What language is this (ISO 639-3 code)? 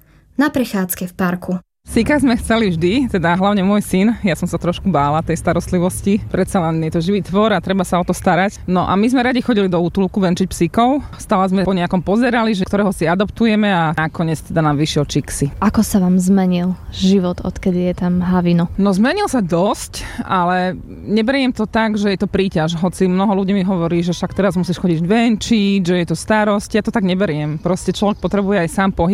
slk